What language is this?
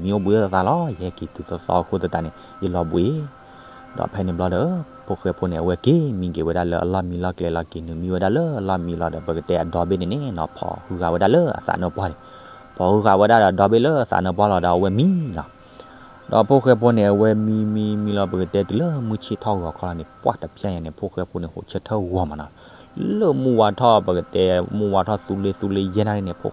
S'gaw Karen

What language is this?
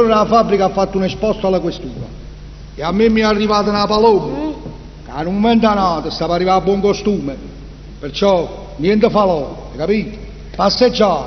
Neapolitan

